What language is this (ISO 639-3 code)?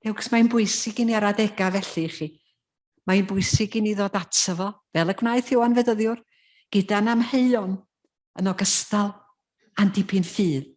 cym